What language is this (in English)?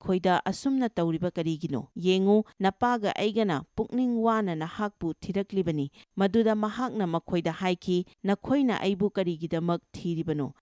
Manipuri